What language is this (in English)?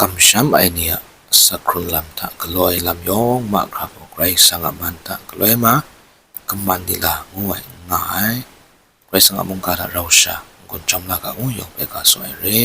Kachin